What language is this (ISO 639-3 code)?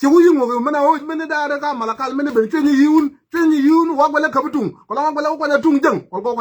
nus